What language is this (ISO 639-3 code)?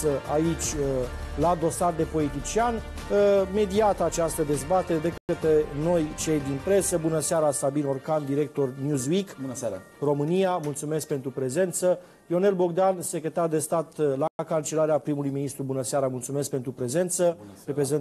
ron